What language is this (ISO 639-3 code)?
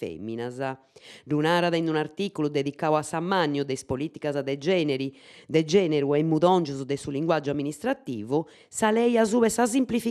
srd